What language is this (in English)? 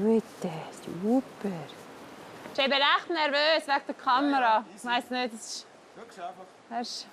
Romansh